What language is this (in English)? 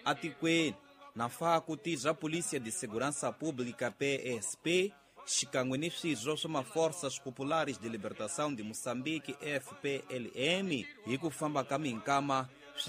Tsonga